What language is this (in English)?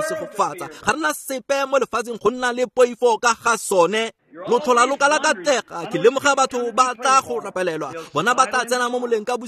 Tswana